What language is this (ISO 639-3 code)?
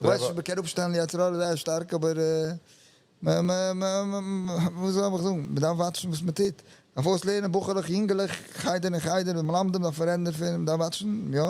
yid